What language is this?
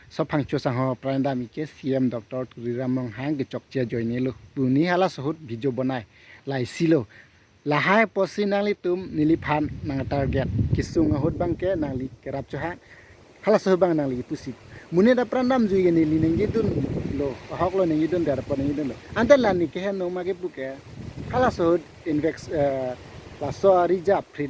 Karbi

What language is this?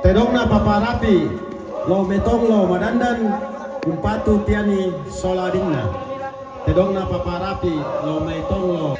Toraja-Sa'dan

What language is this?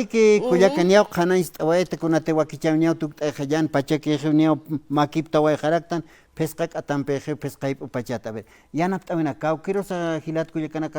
Aymara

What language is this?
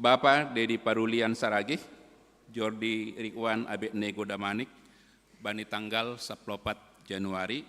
Batak Simalungun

